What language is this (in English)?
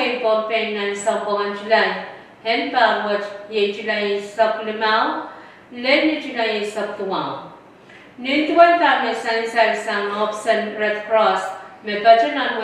Pohnpeian